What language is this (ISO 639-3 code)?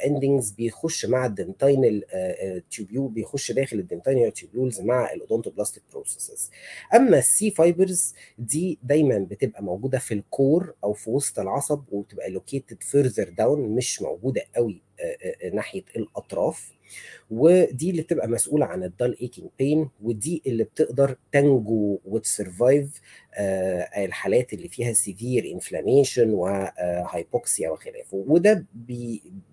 arz